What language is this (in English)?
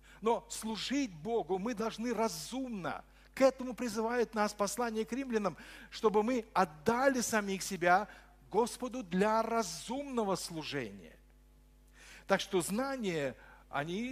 Russian